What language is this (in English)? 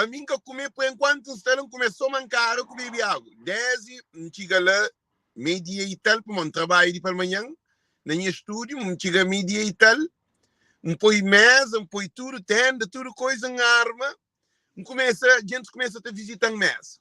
Kabuverdianu